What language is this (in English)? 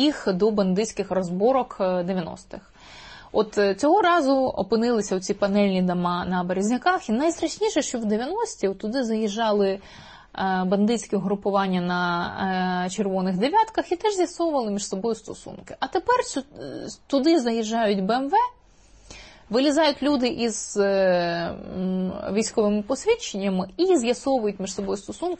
Ukrainian